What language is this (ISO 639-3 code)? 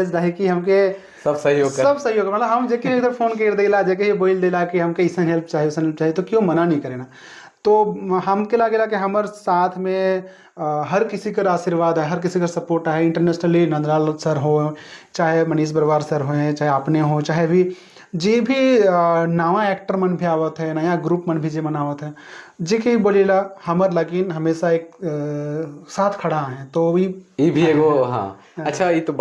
sck